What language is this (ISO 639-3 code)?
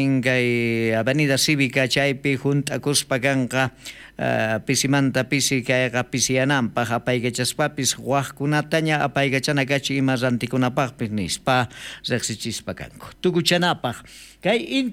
quh